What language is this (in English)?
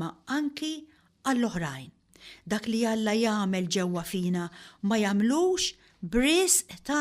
Maltese